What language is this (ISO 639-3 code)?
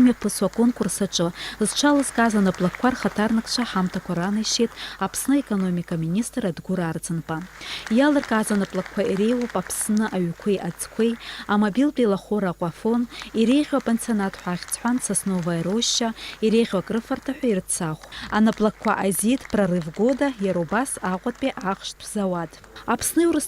abk